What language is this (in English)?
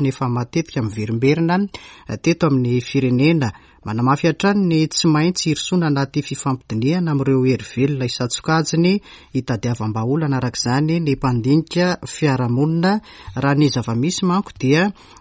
Malagasy